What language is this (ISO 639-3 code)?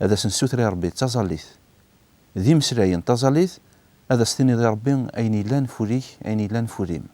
kab